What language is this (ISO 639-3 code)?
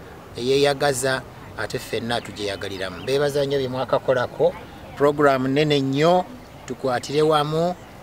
lug